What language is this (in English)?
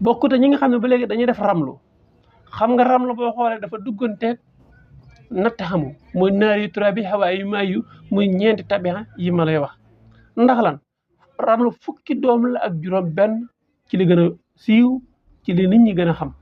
Wolof